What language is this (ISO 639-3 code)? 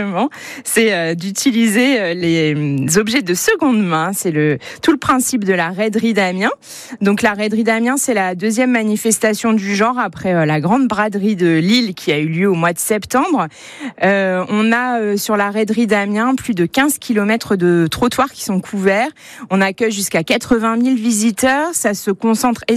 fra